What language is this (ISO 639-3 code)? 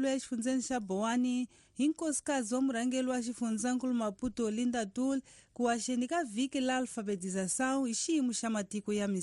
tso